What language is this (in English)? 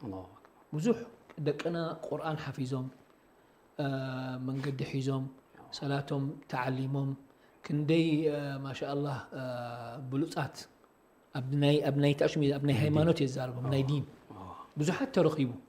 Tigrinya